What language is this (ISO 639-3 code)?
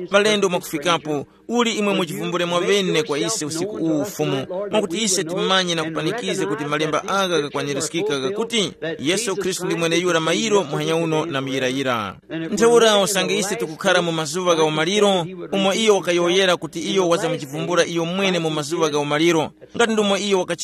tum